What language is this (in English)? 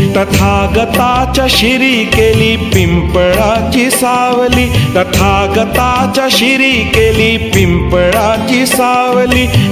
Marathi